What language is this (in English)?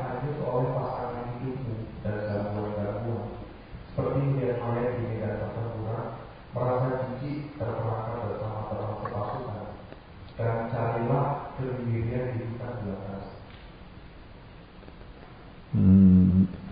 Indonesian